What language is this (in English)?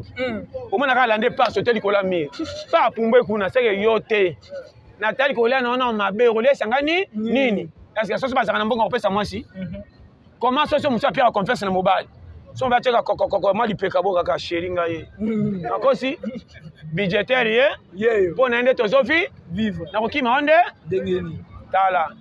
Lingala